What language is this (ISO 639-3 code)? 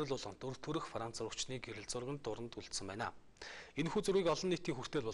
mon